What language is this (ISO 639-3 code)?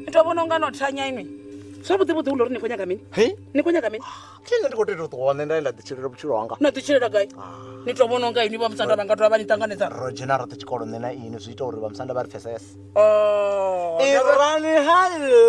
ven